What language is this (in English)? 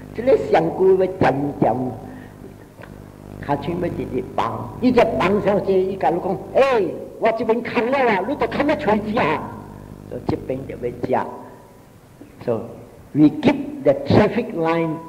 Min Nan Chinese